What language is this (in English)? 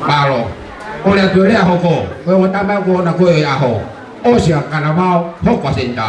Tongan